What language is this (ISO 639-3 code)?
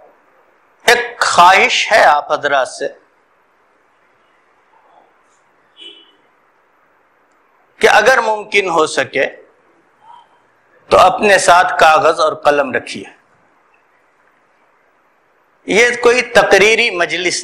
urd